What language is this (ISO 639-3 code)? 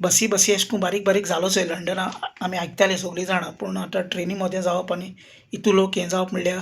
kok